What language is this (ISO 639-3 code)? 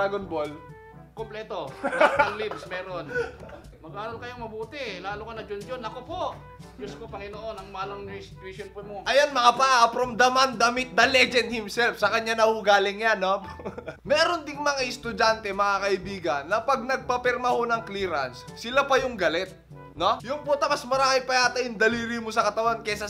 fil